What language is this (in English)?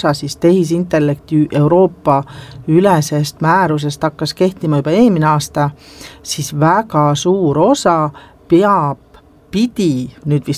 Estonian